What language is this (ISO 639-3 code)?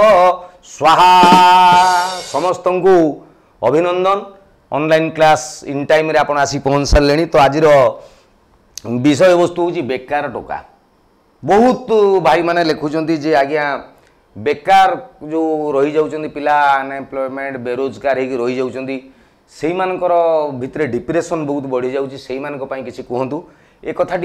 ori